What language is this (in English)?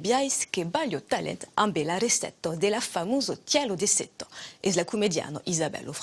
Occitan